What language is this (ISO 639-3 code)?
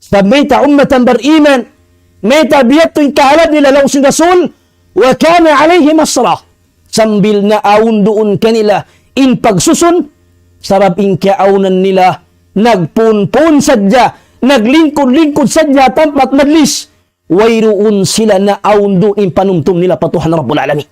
tsg